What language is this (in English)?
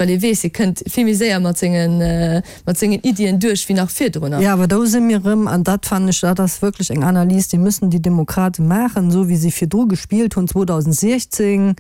Luxembourgish